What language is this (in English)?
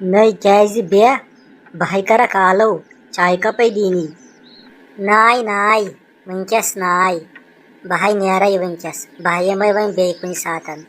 Kashmiri